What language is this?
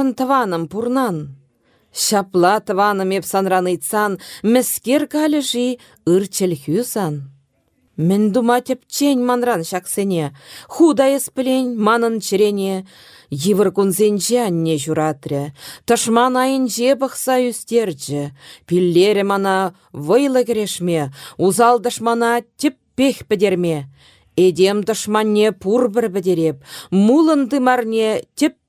Chuvash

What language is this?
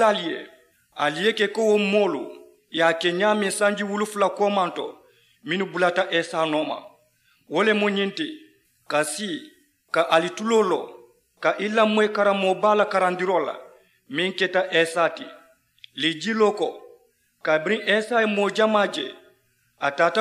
Mandingo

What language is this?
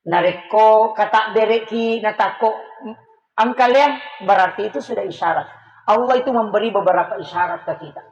Buginese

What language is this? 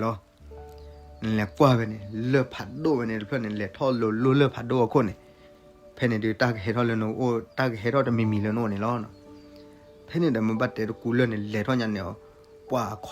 S'gaw Karen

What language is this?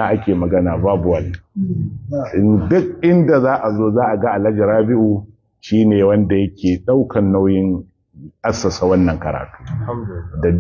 Hausa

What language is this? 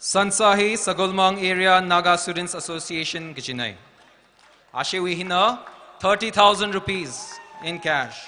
Tangkhul Naga (India)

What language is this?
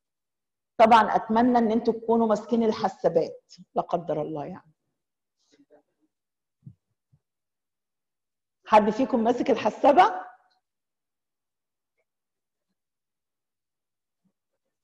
Egyptian Arabic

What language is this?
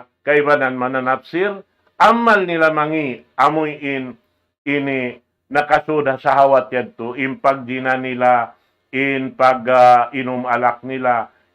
Tausug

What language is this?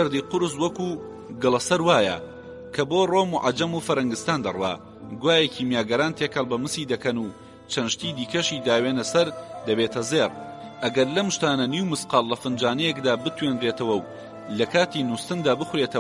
Central Kurdish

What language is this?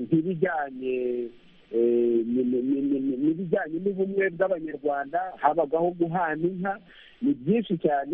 Kinyarwanda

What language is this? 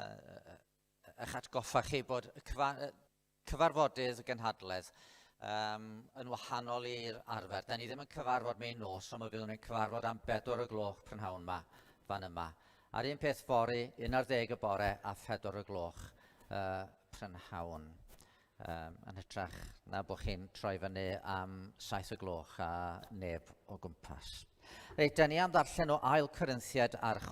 Welsh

